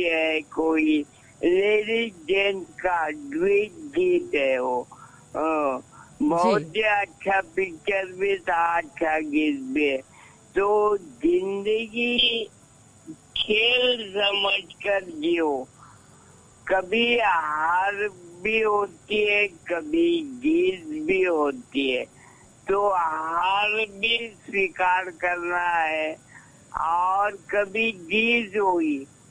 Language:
Hindi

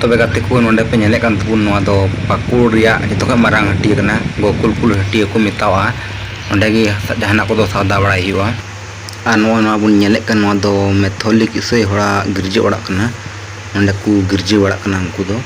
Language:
Santali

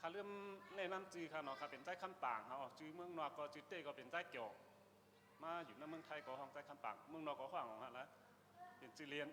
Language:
Shan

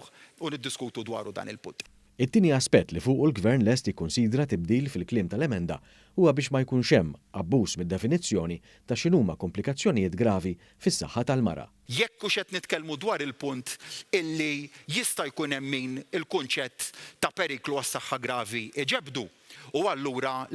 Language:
Maltese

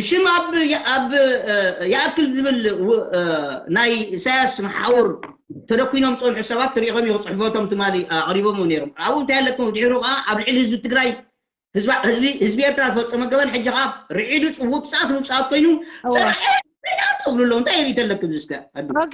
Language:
Tigrinya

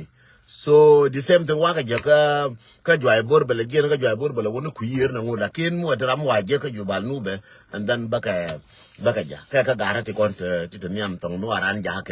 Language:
Nuer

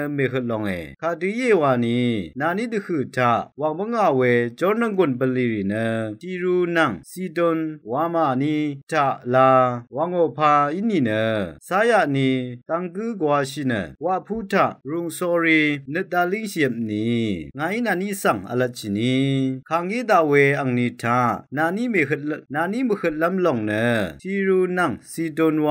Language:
Rawang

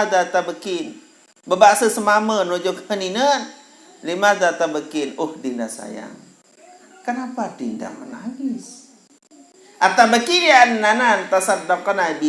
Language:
Sasak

